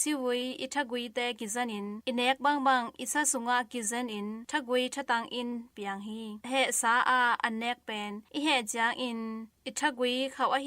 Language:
Tedim Chin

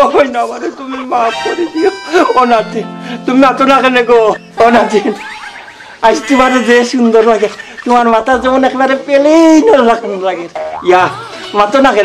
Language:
Sylheti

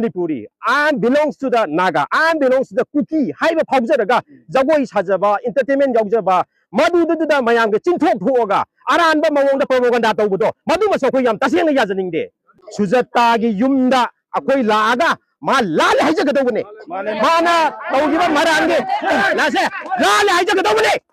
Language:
Manipuri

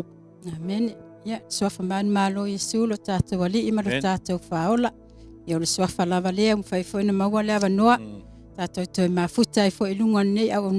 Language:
Samoan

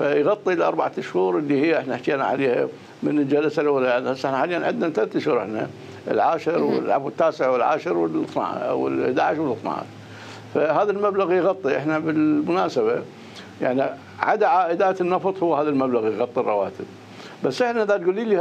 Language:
Mesopotamian Arabic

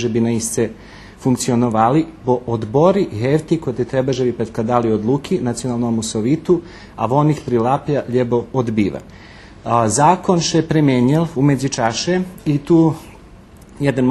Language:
Rusyn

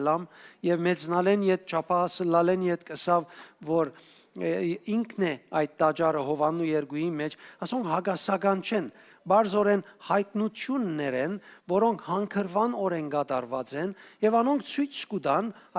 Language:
Western Armenian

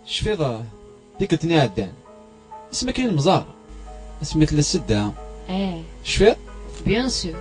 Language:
Kabyle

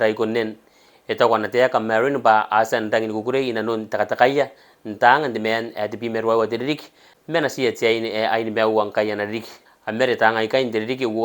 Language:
Gilbertese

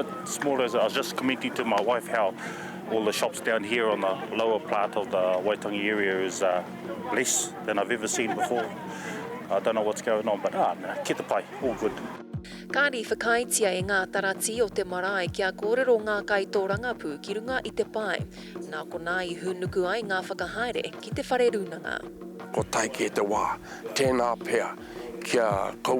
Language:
Māori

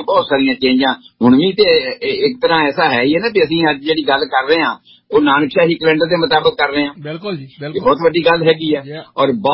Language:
Punjabi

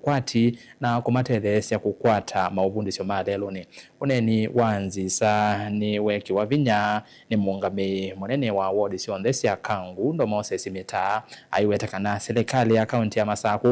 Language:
Kamba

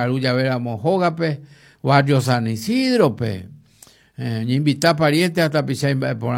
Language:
Guarani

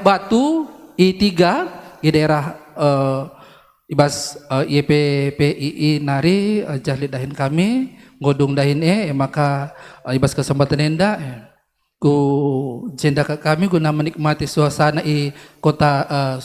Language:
Batak Karo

